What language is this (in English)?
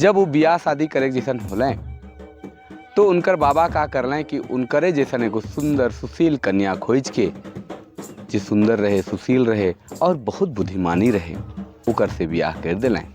Sadri